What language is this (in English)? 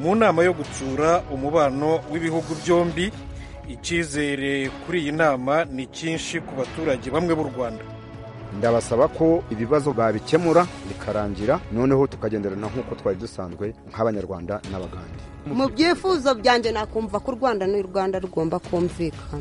Kinyarwanda